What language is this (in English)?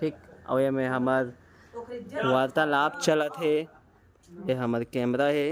Chhattisgarhi